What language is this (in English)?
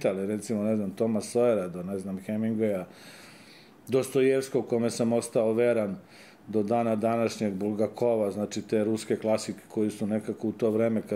Serbian